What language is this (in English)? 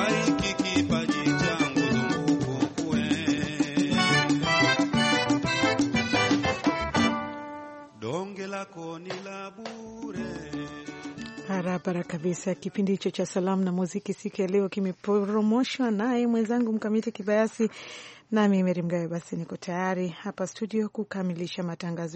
Swahili